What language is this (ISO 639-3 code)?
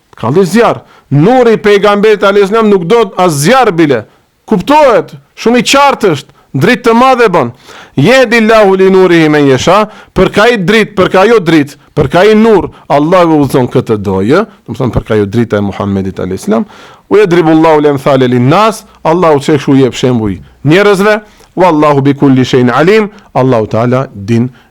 sqi